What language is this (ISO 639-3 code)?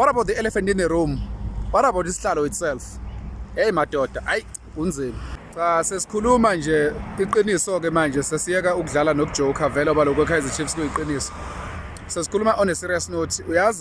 zul